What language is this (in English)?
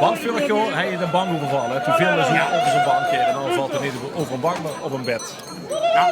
Limburgish